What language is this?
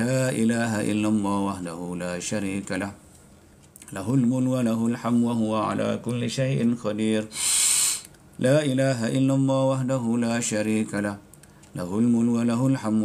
Malay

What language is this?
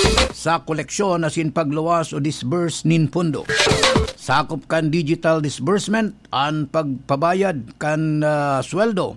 Bikol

